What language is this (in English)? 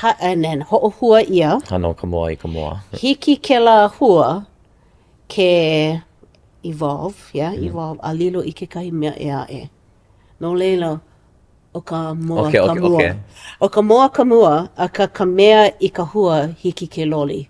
Hawaiian